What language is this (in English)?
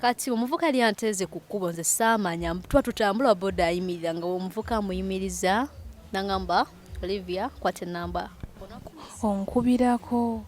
Ganda